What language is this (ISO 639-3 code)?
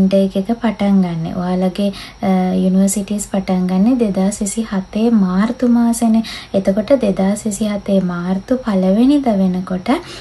sin